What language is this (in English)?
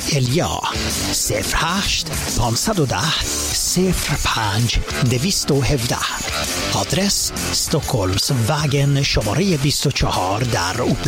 Persian